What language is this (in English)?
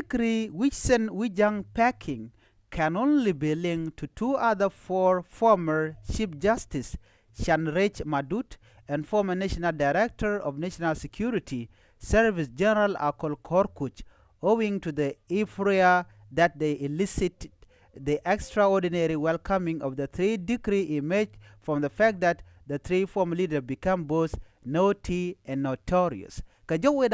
Nuer